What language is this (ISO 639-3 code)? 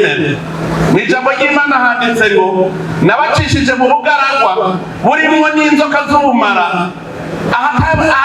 run